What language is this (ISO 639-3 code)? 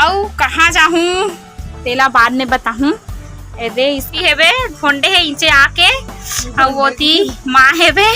hne